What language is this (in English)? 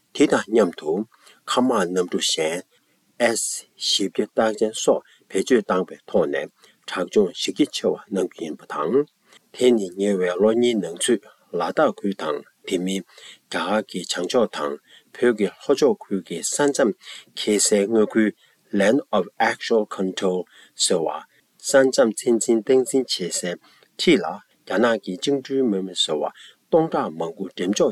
Tibetan